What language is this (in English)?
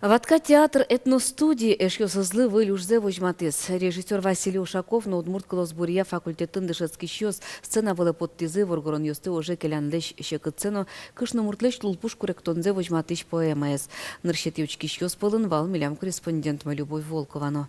Udmurt